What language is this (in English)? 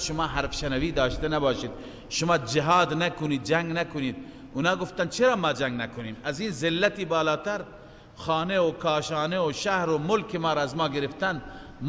Persian